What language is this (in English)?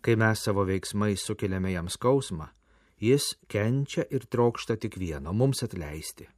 Lithuanian